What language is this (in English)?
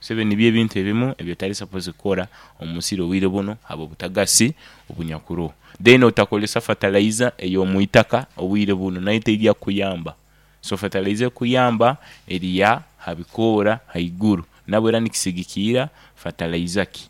Nyoro